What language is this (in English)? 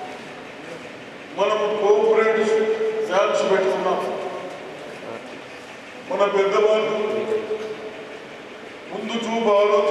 Telugu